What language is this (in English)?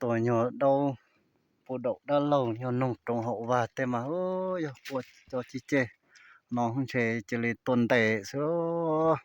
Hmong